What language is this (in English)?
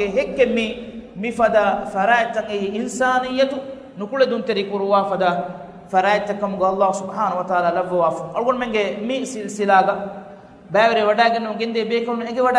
Divehi